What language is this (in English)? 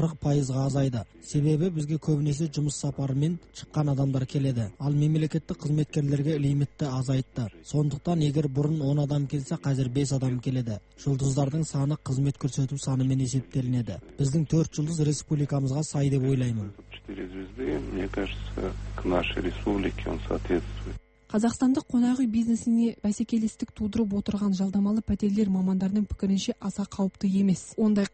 Kazakh